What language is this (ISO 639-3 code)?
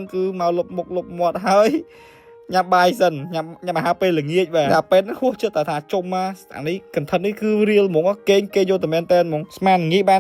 khm